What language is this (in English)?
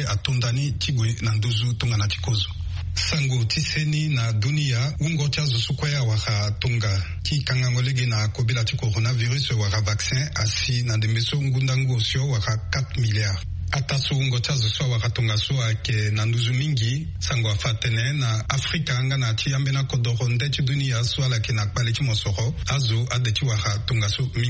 Sango